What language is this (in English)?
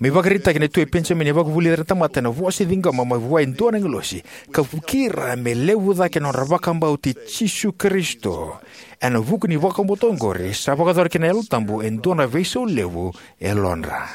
Fijian